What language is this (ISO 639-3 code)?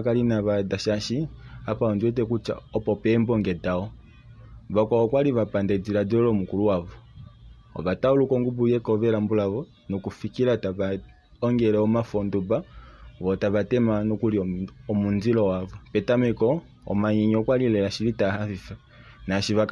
kua